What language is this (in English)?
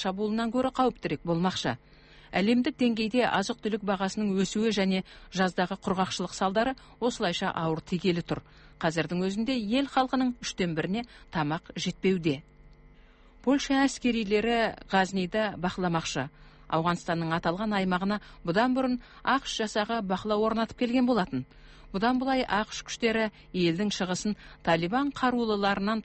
Kazakh